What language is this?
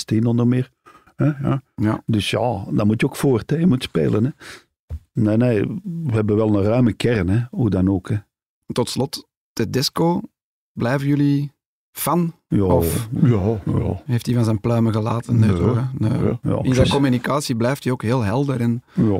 Dutch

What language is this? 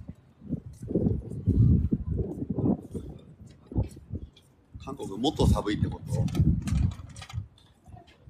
Japanese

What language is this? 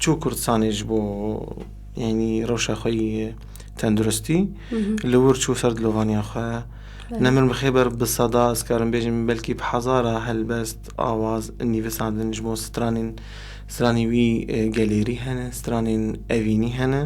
Kurdish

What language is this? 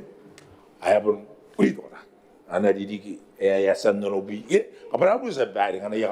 Gilbertese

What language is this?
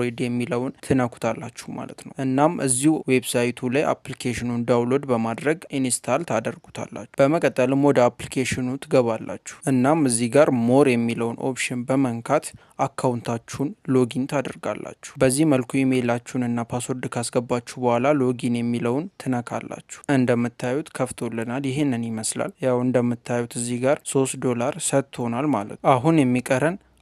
Amharic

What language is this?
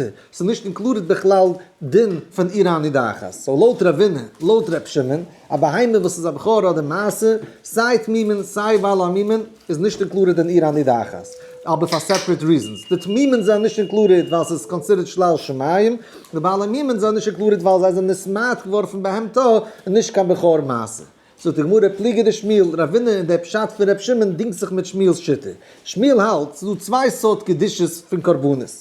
Yiddish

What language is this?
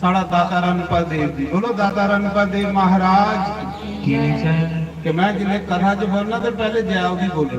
Dogri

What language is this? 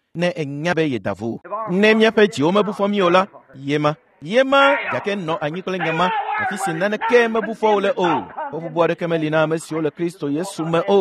Ewe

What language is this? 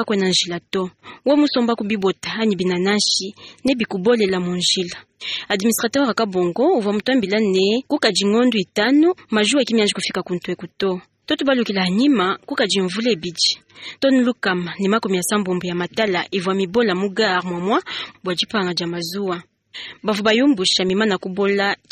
Luba-Lulua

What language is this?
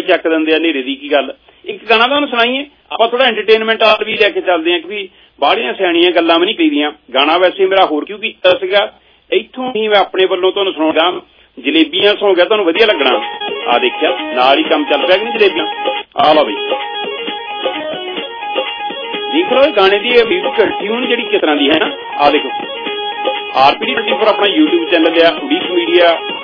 Punjabi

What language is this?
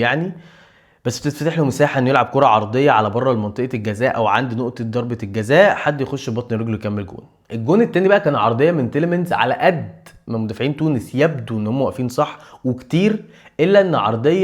Egyptian Arabic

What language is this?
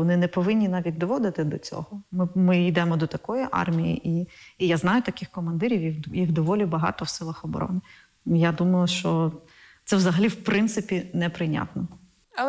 Ukrainian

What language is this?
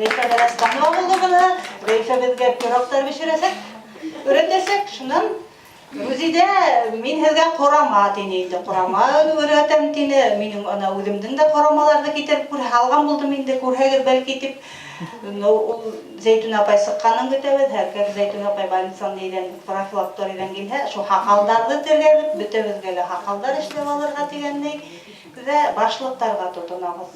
Bashkir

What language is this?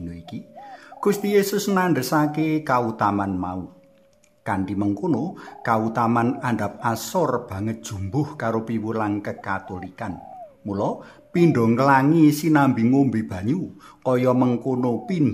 Javanese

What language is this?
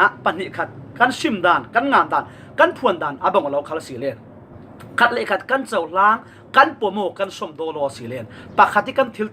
Falam Chin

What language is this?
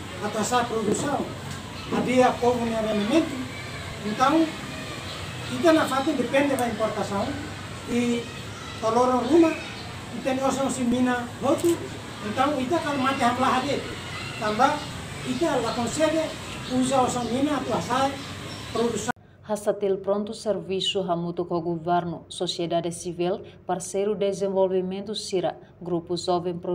Tetum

